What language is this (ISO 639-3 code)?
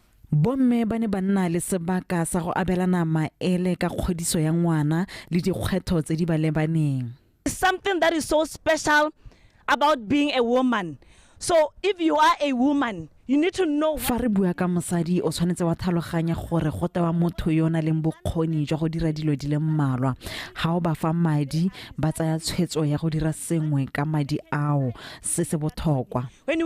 tsn